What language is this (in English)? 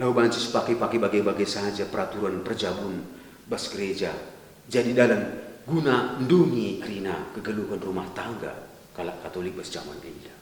Batak Karo